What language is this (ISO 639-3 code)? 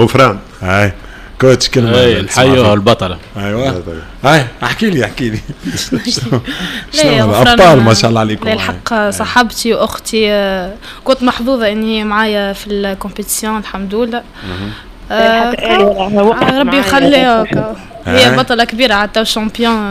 aeb